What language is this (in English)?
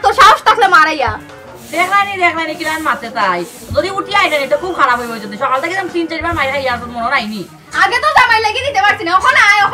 Sylheti